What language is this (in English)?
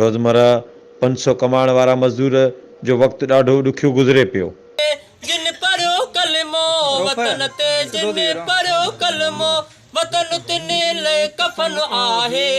Sindhi